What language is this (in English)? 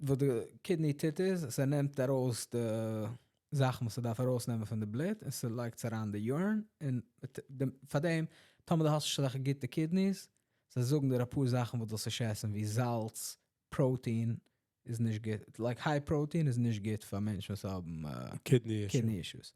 Yiddish